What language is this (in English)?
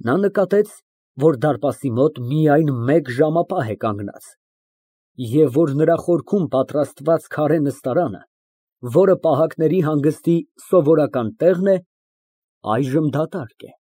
Armenian